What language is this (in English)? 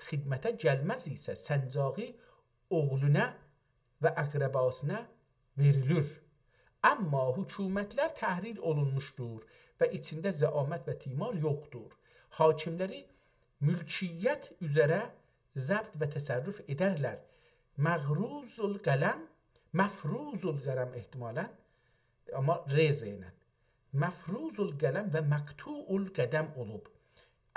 South Azerbaijani